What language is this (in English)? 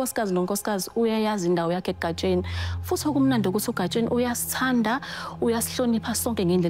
Zulu